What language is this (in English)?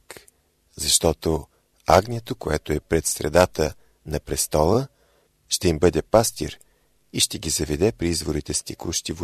Bulgarian